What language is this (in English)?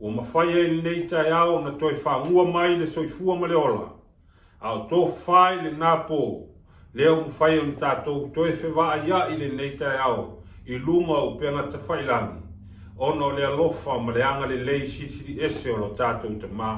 Samoan